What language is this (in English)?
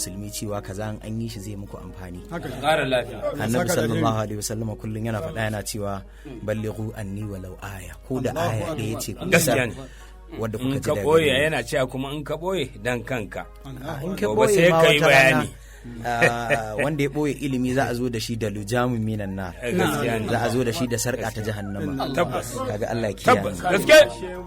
Hausa